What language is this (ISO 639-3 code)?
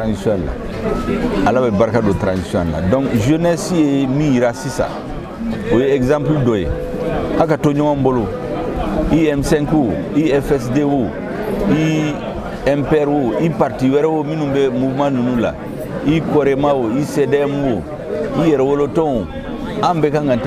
bam